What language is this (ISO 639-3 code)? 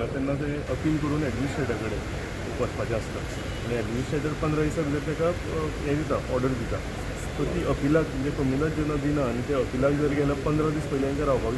kok